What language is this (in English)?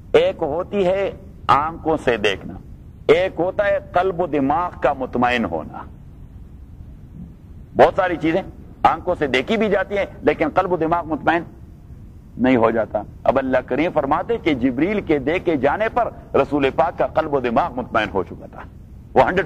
Urdu